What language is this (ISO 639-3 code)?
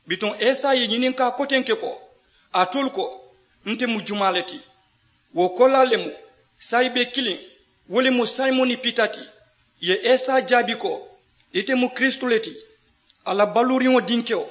man